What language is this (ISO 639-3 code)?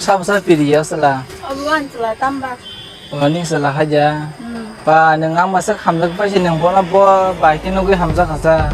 trp